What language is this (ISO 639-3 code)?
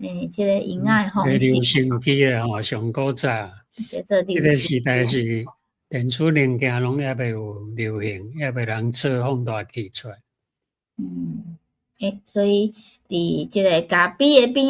nan